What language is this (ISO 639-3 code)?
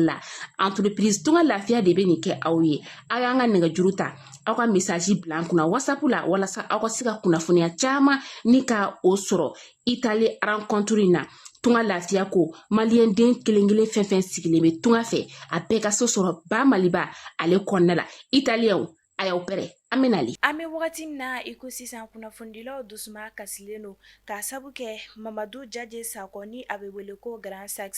bam